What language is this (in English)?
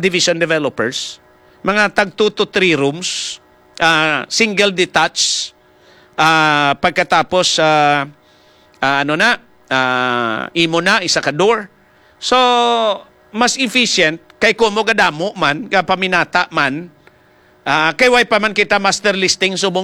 Hiligaynon